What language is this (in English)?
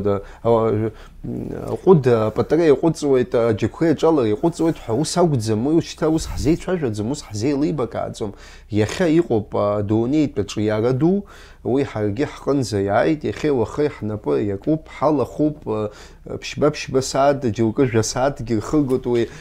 Abkhazian